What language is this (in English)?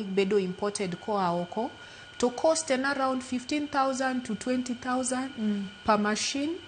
Luo (Kenya and Tanzania)